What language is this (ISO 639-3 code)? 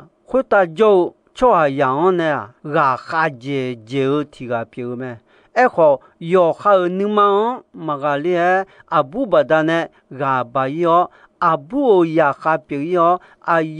ahk